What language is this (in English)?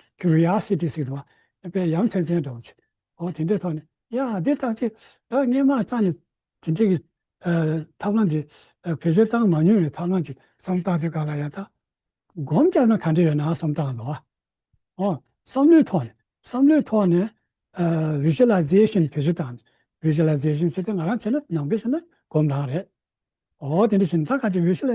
Tibetan